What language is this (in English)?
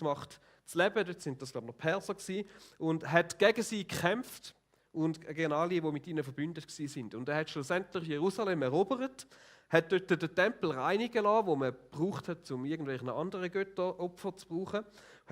Swiss German